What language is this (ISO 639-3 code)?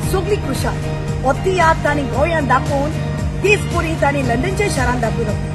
kok